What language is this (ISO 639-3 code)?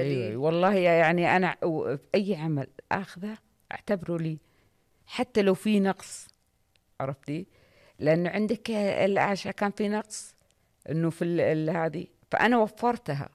ars